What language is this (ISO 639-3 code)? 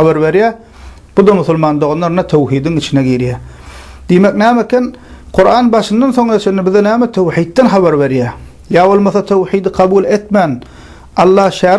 tuk